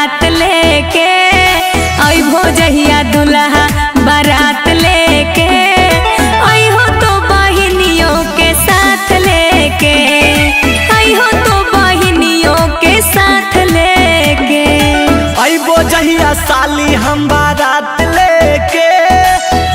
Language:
Magahi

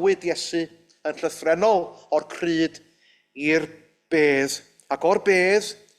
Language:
Welsh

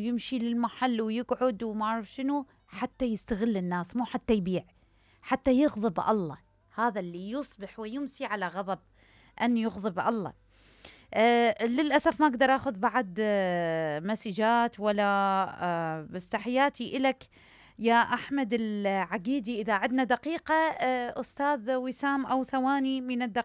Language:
Mesopotamian Arabic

